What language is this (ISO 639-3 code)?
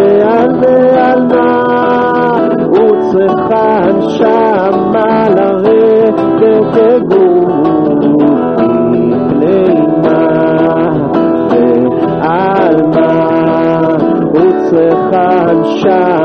heb